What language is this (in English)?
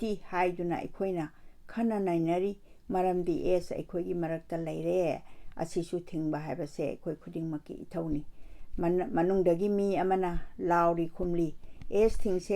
Manipuri